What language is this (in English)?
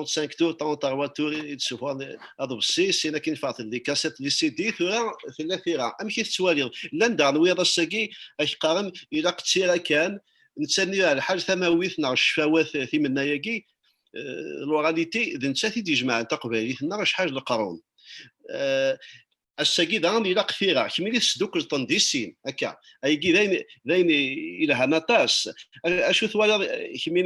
Kabyle